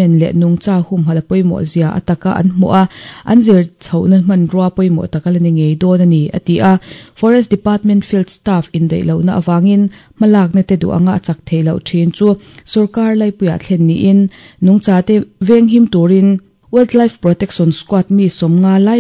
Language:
Mizo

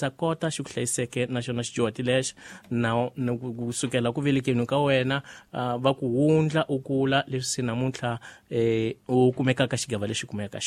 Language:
Tsonga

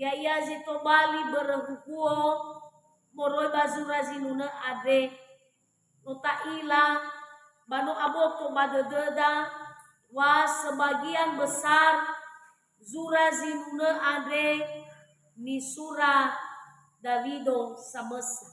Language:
Nias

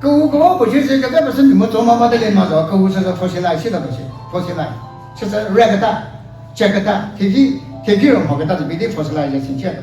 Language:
Chokri Naga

